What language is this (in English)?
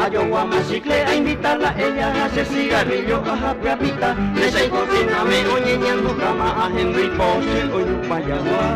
Guarani